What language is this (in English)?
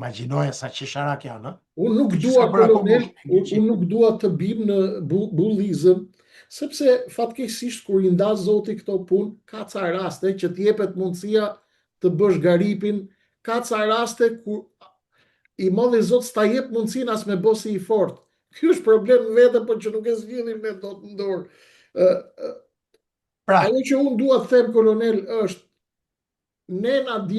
Albanian